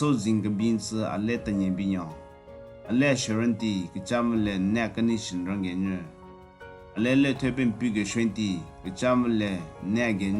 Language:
Southern Rengma Naga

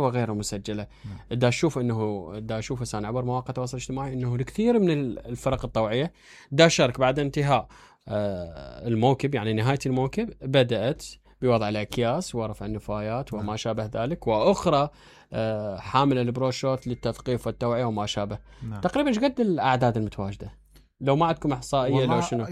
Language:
Mesopotamian Arabic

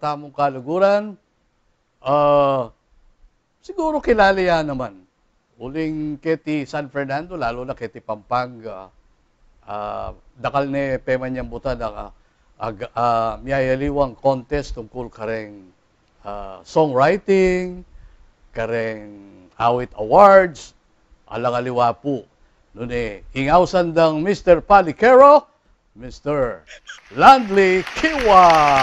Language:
Pampanga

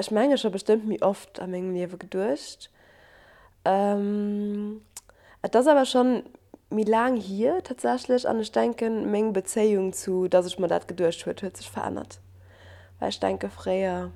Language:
Luxembourgish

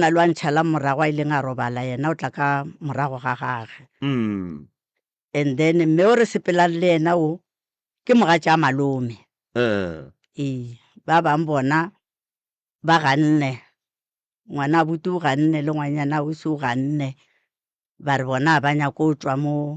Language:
Northern Sotho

